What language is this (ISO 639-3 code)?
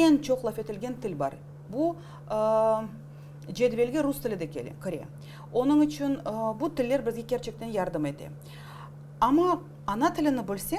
crh